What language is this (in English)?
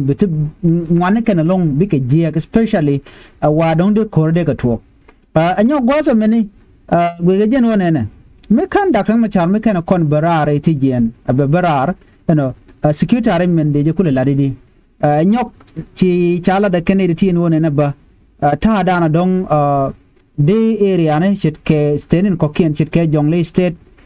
Nuer